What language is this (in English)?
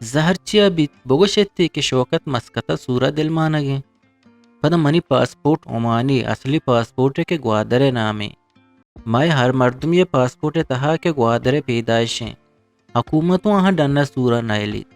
Eastern Balochi